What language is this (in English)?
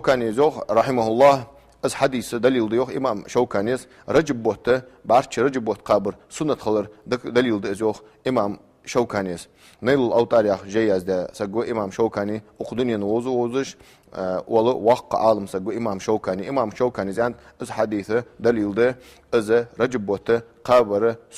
Ingush